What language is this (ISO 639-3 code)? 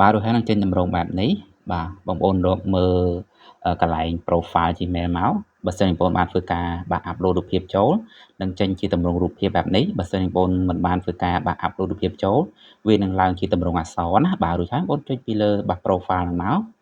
khm